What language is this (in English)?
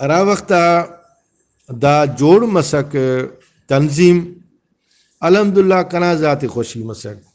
Brahui